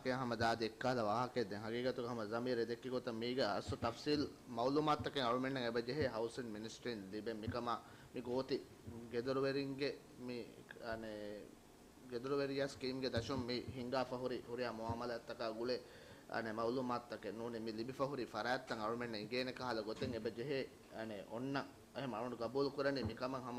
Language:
Divehi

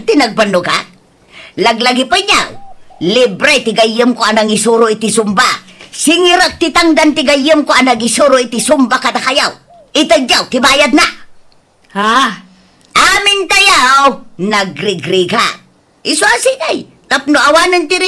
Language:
Iloko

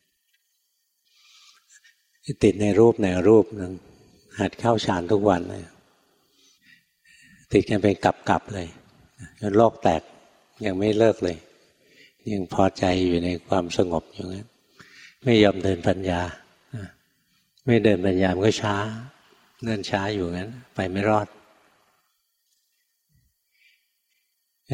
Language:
Thai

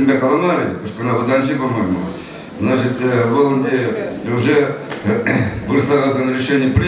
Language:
Chuvash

